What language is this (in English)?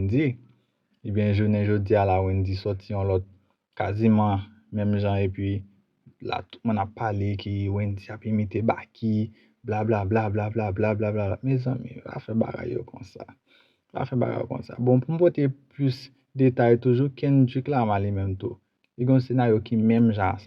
Haitian Creole